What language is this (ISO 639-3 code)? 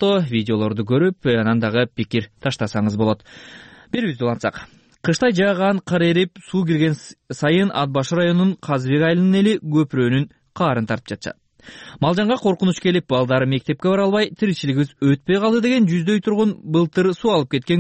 kir